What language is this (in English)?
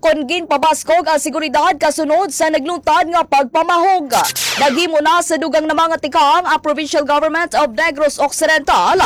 Hiligaynon